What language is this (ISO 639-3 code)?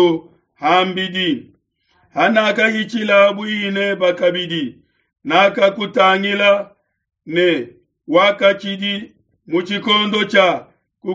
lua